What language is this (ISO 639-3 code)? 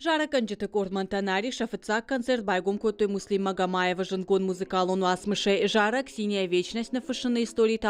oss